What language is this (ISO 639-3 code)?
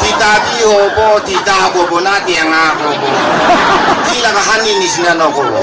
nag